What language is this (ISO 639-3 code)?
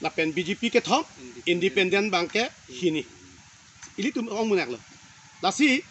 mjw